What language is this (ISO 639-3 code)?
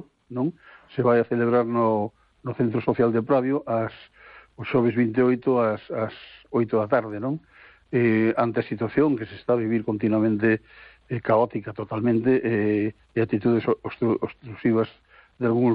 glg